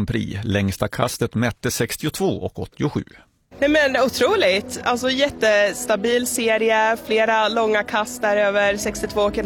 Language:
Swedish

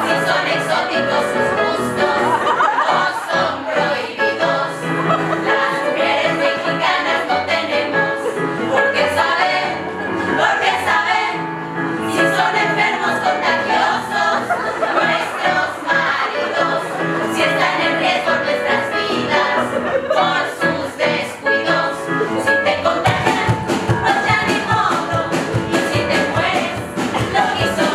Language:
Spanish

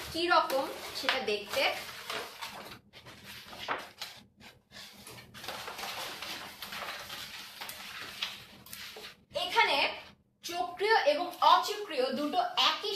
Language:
Bangla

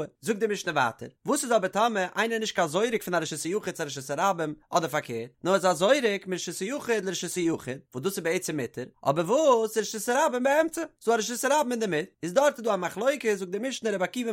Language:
Yiddish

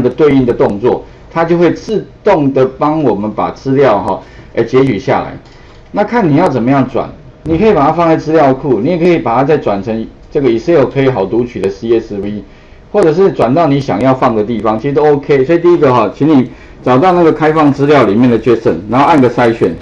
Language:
Chinese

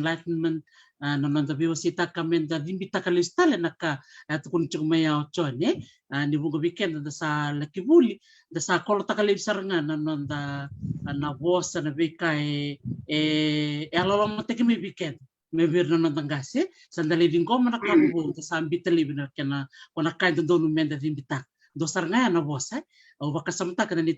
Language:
Fijian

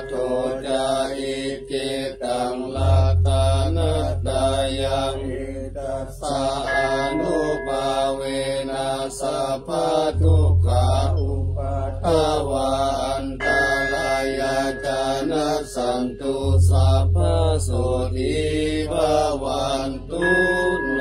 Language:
Pali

